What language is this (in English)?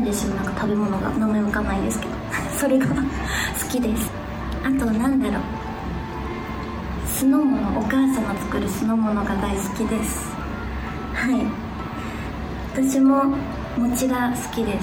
Japanese